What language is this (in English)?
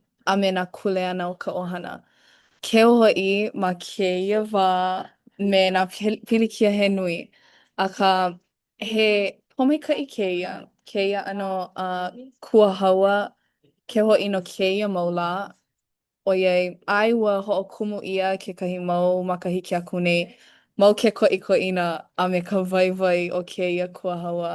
Hawaiian